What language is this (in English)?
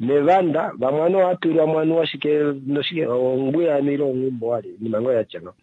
Kuanyama